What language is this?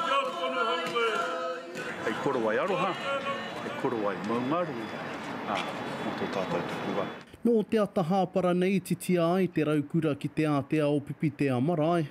Māori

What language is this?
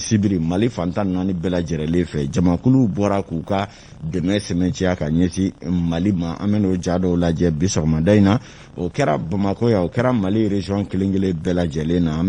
Bambara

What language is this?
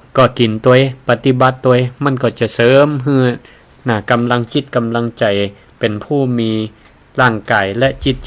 Northern Thai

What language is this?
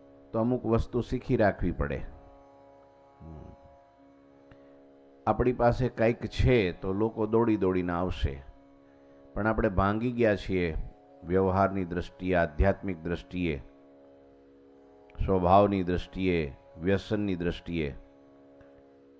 Gujarati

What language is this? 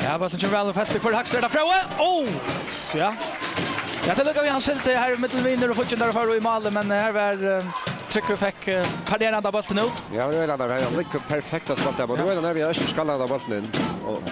Faroese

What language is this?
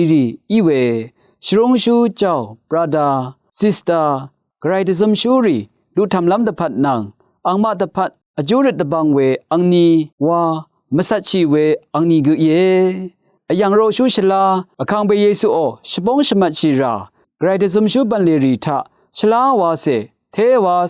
Rawang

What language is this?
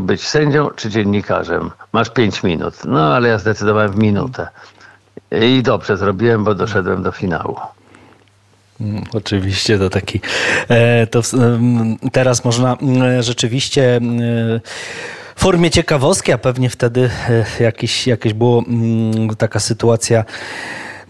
Polish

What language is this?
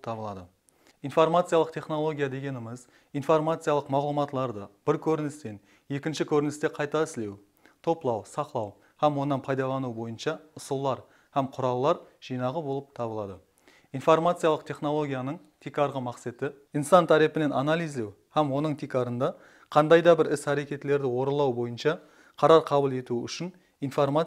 Kara-Kalpak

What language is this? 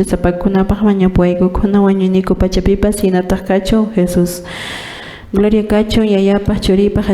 Quechua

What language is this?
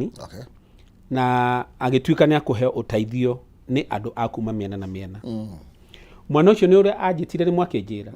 Kikuyu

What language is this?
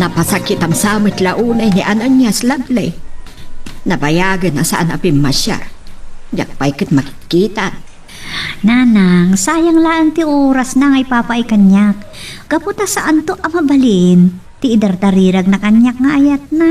Iloko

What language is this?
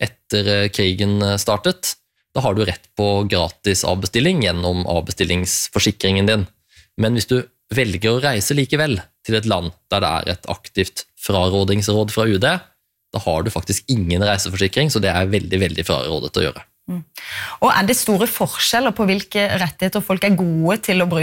Norwegian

